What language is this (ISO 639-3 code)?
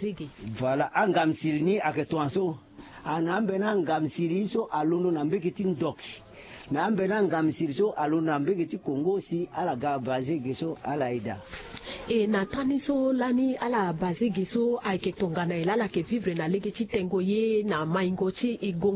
sag